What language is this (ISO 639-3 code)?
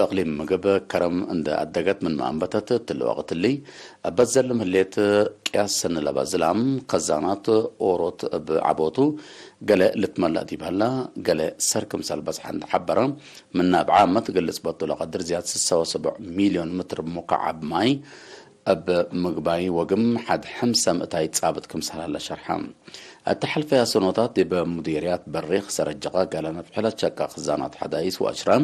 tig